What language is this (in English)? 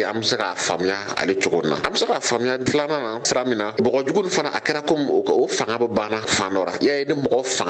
Bambara